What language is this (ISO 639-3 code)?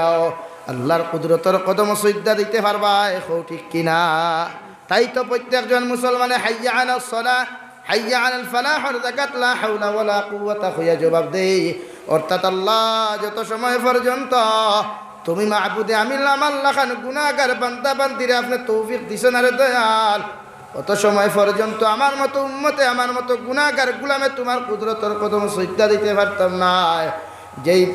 syl